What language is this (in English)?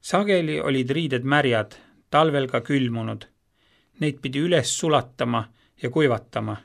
Estonian